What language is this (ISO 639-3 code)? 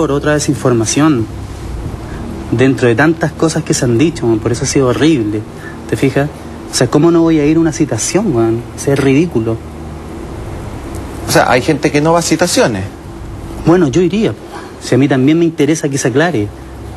spa